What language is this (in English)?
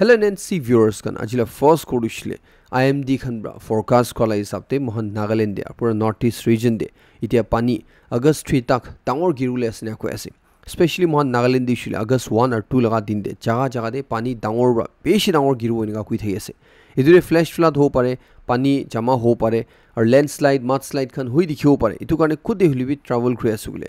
Naga Pidgin